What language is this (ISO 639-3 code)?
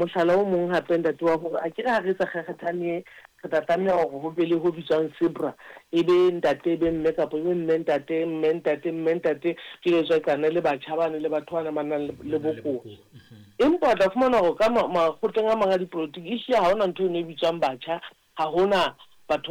sot